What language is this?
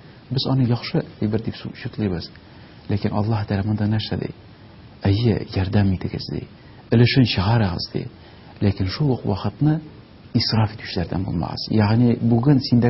Tatar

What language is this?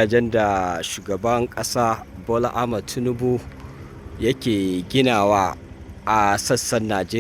Hausa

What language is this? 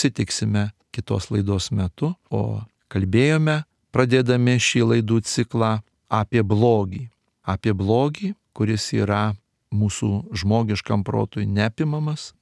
Lithuanian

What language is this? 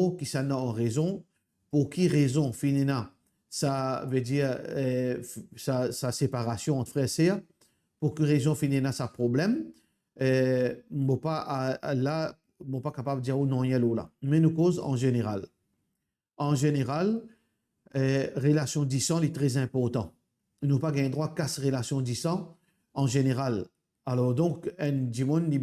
Morisyen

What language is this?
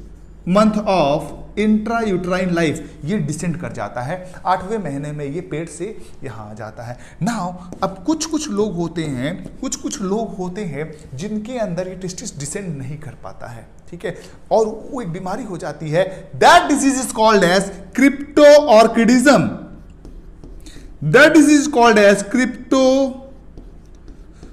Hindi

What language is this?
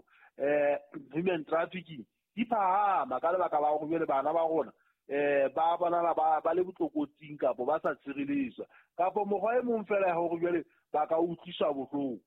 Southern Sotho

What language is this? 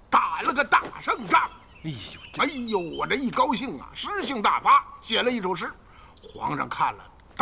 Chinese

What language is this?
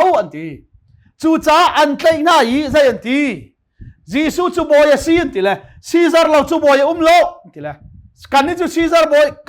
Hakha Chin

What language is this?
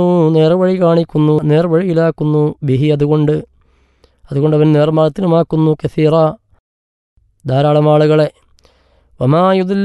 Malayalam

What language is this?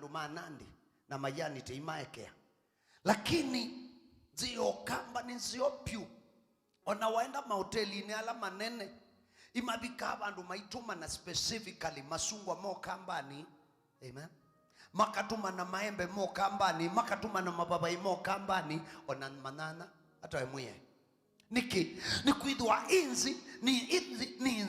Kamba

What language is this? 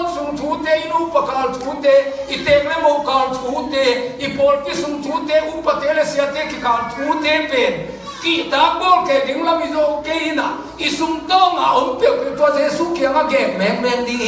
Tedim Chin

